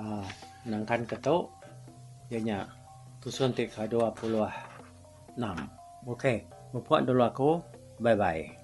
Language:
Iban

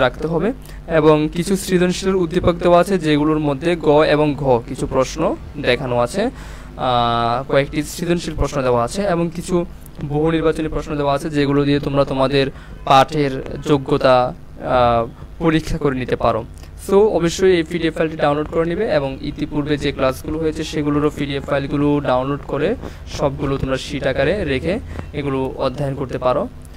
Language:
Bangla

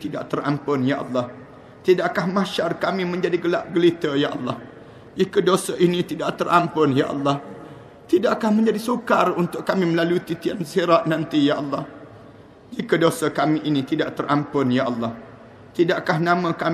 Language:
Malay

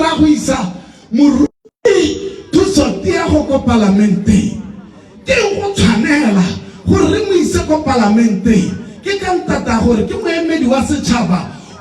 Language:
Tswana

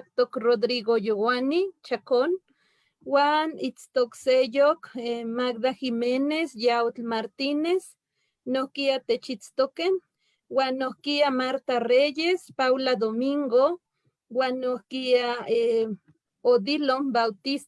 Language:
Eastern Huasteca Nahuatl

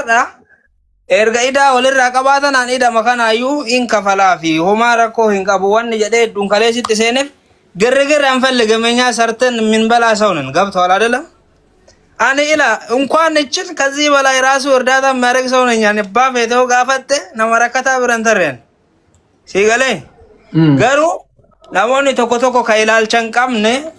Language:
Oromo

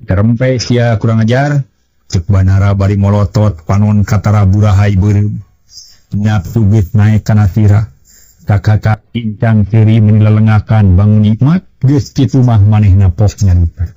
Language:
Sundanese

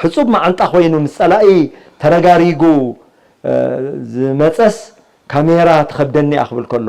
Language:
Tigrinya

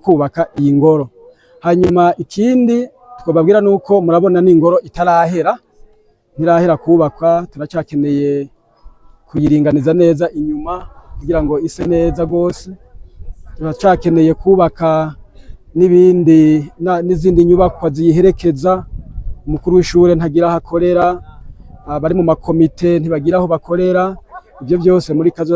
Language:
Rundi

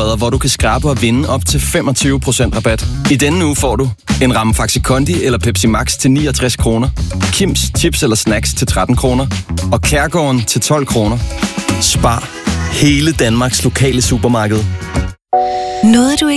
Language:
Danish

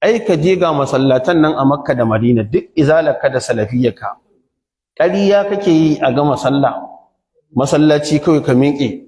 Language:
Hausa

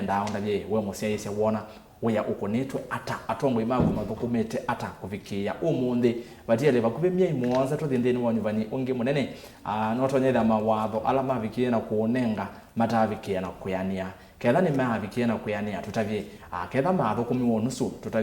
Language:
Kamba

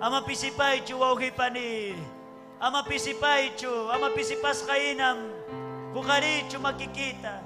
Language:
Ayacucho Quechua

